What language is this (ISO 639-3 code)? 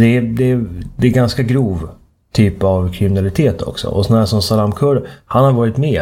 swe